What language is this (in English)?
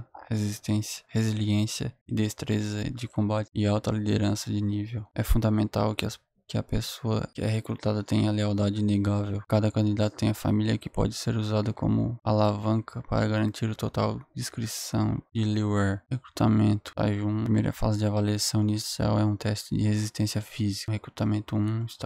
Portuguese